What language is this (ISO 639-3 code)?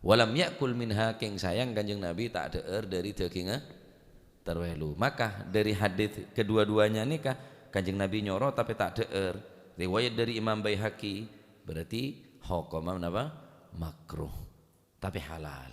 mad